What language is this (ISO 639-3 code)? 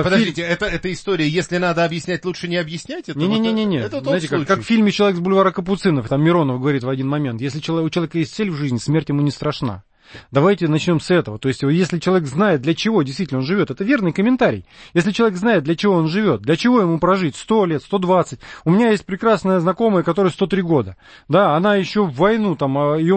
rus